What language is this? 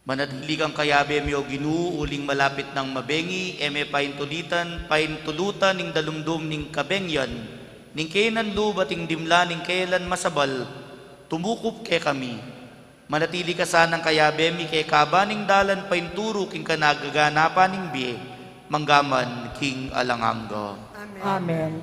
Pampanga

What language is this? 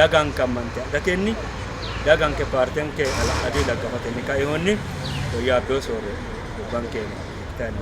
Sidamo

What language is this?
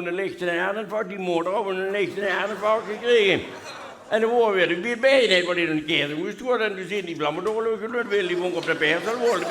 Limburgish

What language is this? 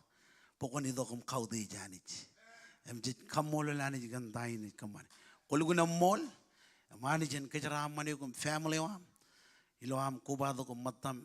Marshallese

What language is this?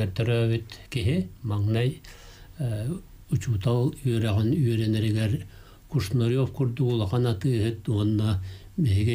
Yakut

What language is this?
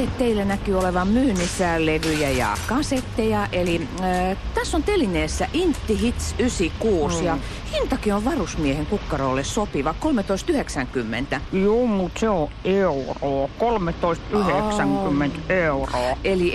Finnish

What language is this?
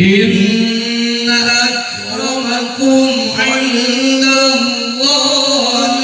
Sundanese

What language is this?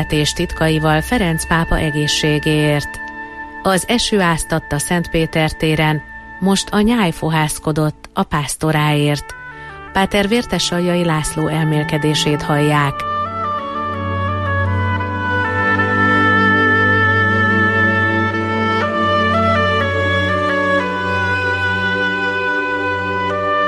Hungarian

